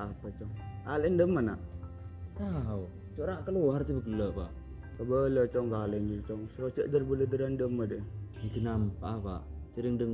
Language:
Madurese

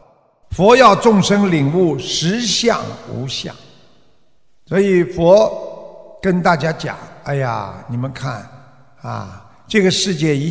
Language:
Chinese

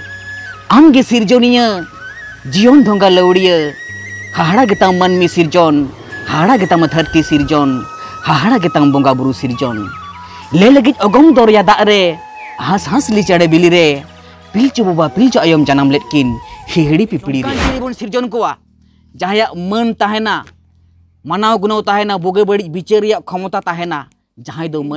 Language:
Santali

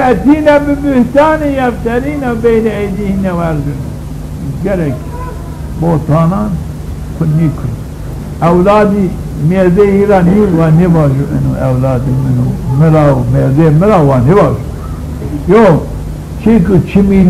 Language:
Zaza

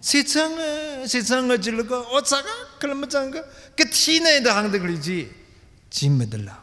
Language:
Tangkhul Naga (India)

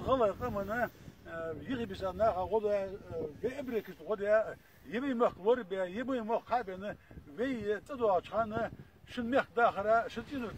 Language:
Ingush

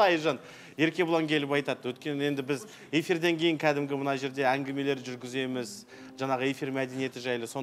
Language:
Kazakh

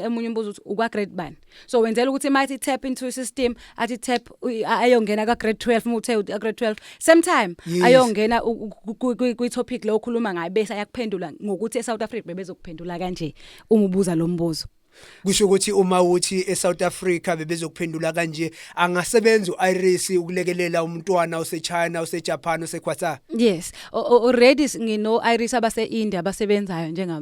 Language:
Zulu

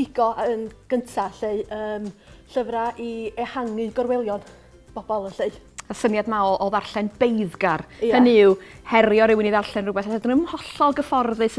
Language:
Welsh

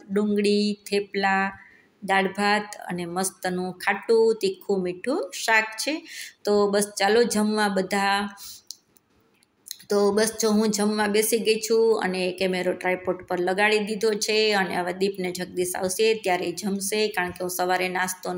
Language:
Gujarati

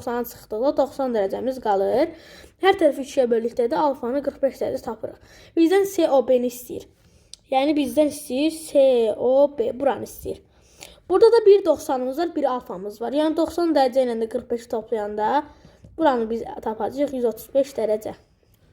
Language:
Azerbaijani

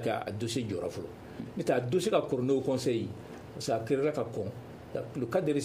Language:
Bambara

